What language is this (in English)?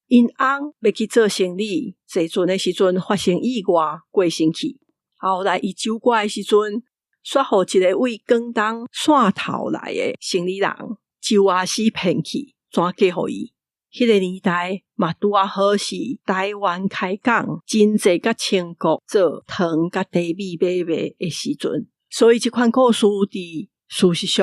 Min Nan Chinese